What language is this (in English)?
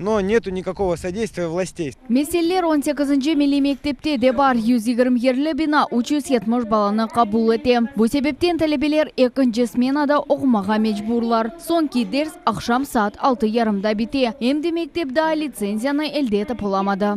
Crimean Tatar